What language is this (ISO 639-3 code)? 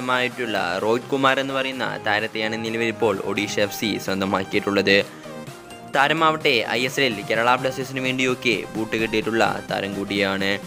mal